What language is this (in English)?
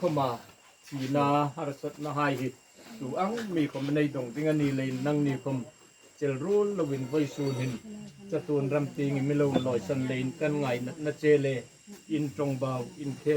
Hmar